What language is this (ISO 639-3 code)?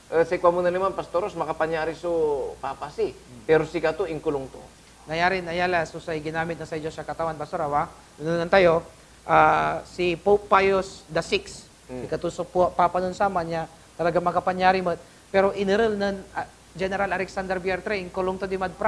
pag